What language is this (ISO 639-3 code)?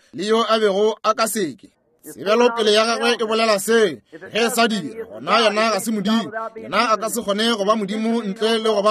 nso